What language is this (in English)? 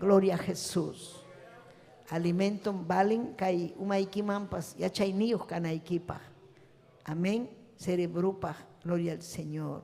Ayacucho Quechua